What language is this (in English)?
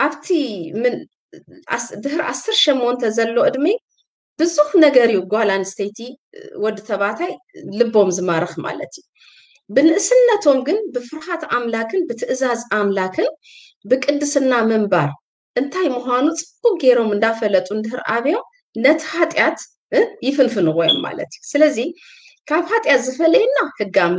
Tigrinya